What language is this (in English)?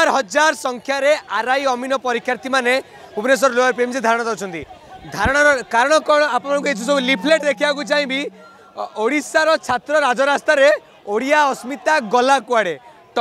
Odia